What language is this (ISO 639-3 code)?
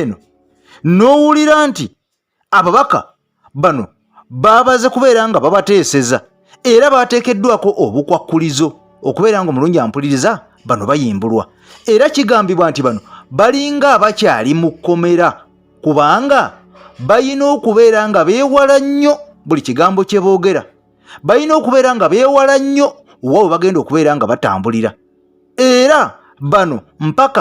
lug